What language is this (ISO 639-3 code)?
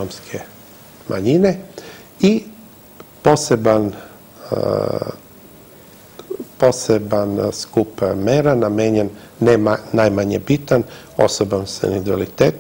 srp